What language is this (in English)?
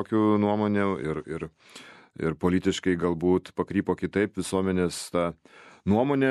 Lithuanian